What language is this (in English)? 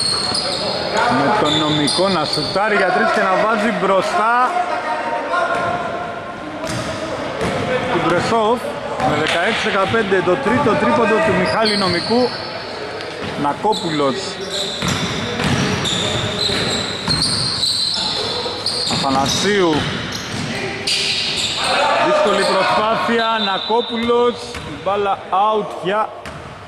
Greek